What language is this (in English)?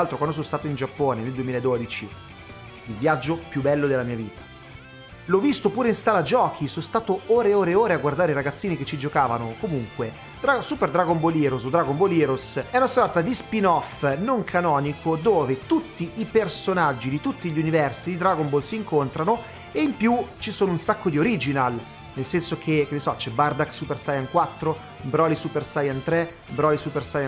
Italian